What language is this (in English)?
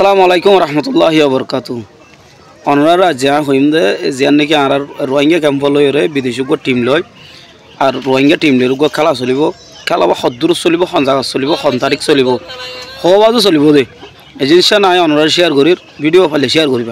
Rohingya